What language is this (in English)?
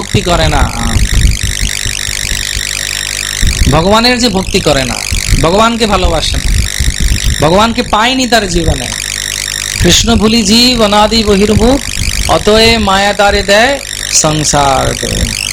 Bangla